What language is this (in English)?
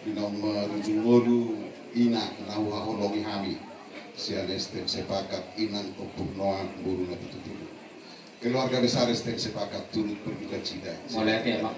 Batak Toba